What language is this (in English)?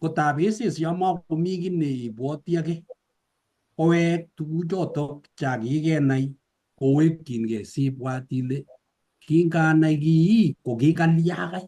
Kalenjin